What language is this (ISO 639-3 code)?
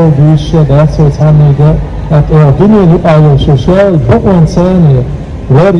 che